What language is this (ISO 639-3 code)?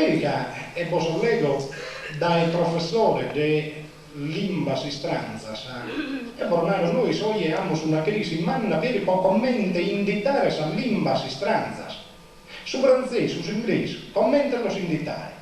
srd